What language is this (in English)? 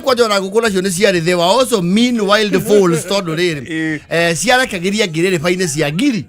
Kikuyu